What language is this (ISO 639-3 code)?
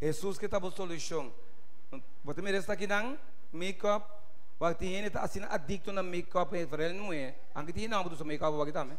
pap